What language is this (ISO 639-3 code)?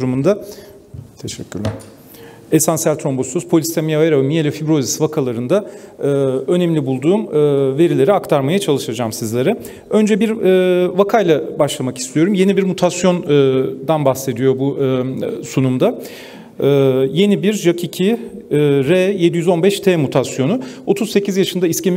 tur